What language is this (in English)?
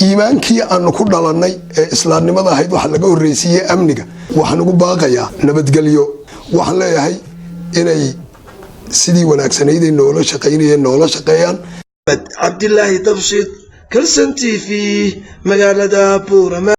Somali